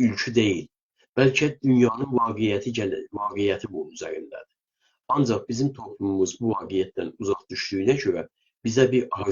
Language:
South Azerbaijani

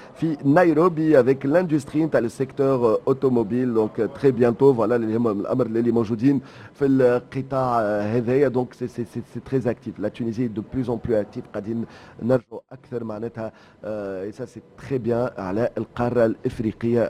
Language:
Tunisian Arabic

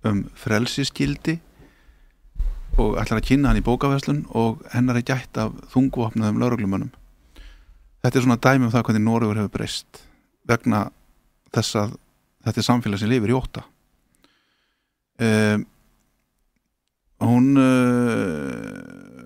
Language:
Icelandic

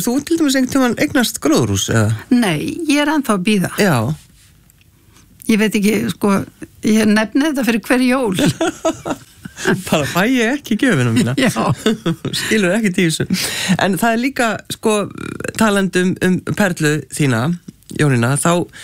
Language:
Icelandic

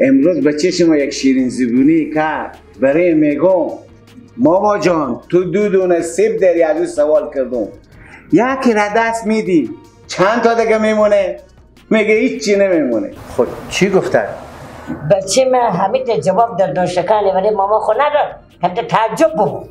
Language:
Persian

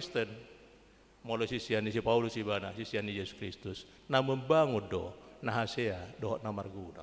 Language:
Batak Toba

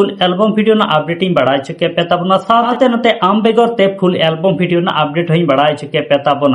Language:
Santali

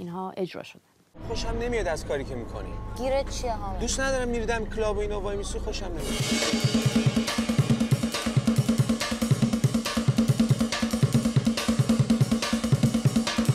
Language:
Persian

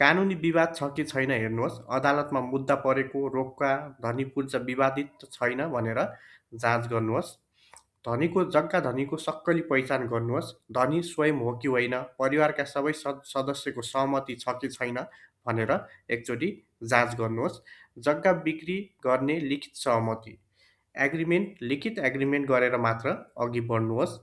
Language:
Nepali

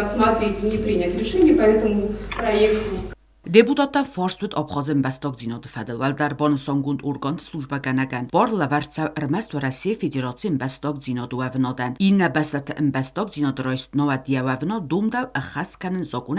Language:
Ossetic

